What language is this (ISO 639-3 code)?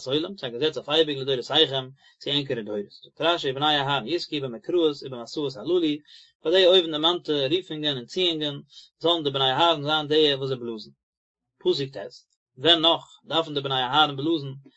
yid